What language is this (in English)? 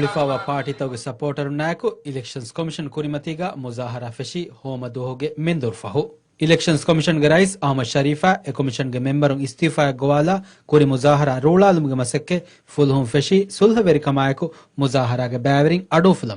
Divehi